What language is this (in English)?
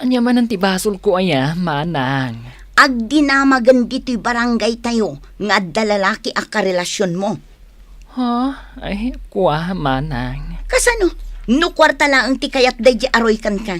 Iloko